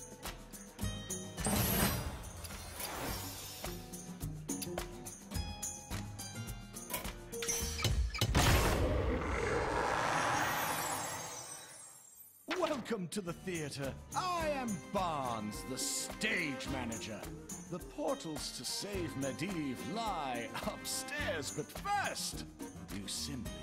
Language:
English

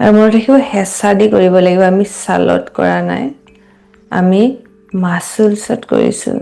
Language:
Assamese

